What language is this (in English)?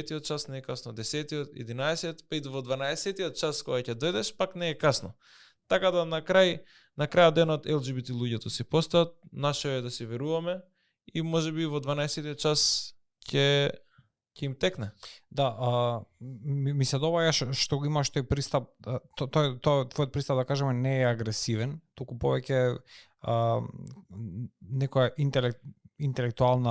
Macedonian